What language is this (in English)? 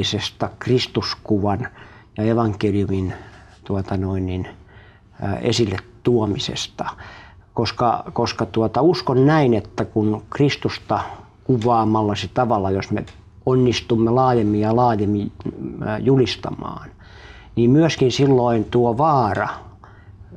Finnish